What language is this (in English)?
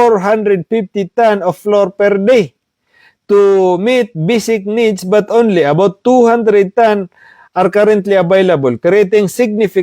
Maranao